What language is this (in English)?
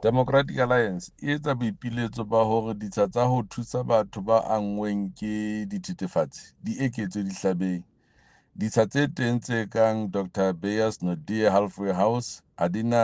Southern Sotho